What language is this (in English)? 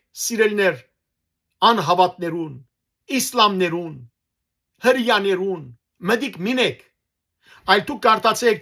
Western Armenian